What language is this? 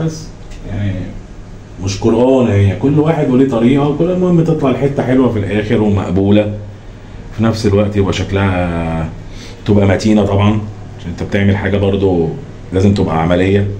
Egyptian Arabic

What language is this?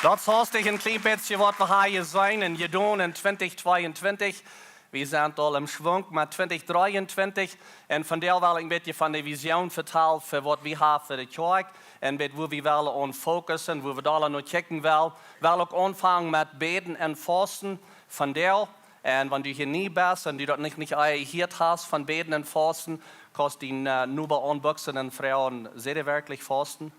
Plautdietsch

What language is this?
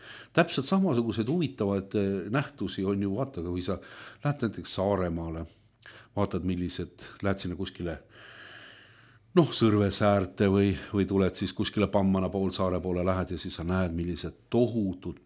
Estonian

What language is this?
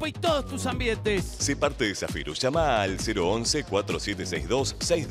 Spanish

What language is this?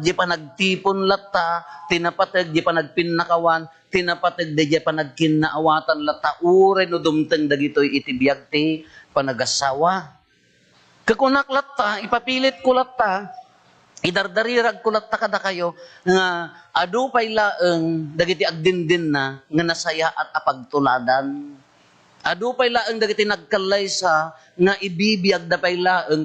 Iloko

